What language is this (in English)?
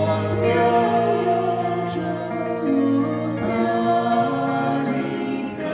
Konkani